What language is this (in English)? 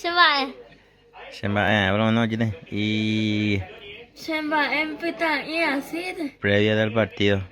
Guarani